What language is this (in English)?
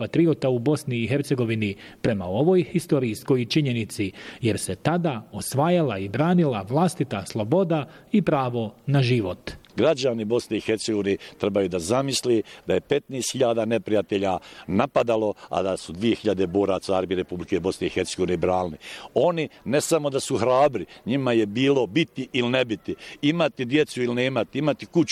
Bosnian